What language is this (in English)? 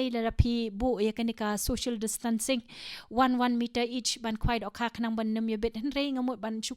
Khasi